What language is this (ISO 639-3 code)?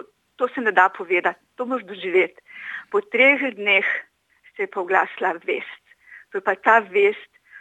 slv